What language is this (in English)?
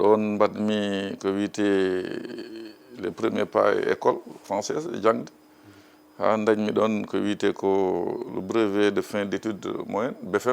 Fula